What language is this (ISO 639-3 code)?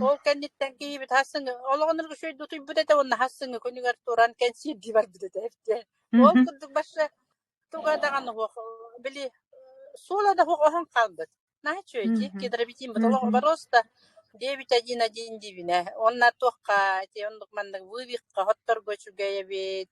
sah